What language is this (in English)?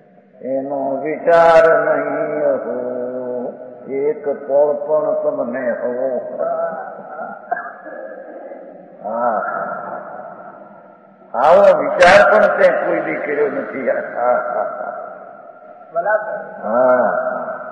Gujarati